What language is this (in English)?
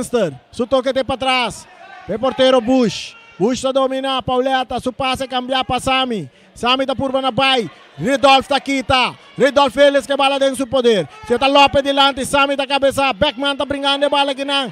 Papiamento